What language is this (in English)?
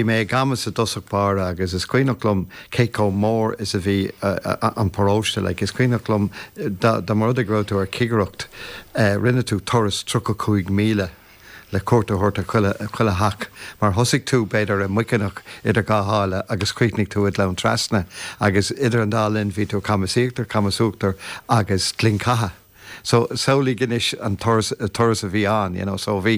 Irish